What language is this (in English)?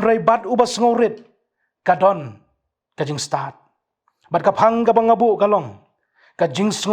Khasi